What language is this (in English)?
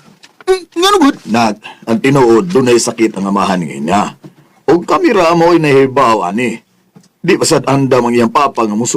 Cebuano